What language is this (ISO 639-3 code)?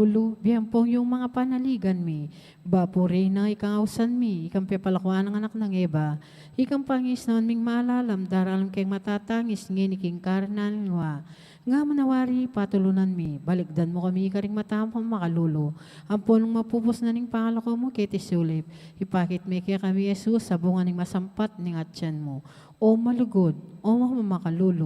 pam